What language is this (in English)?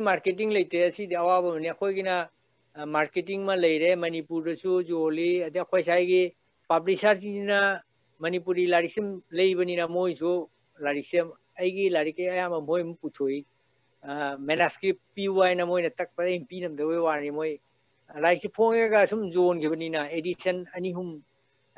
Manipuri